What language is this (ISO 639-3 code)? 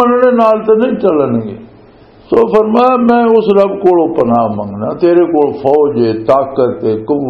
lah